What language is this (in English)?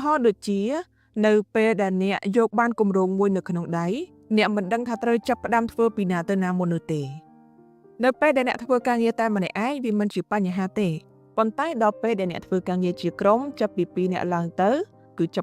Khmer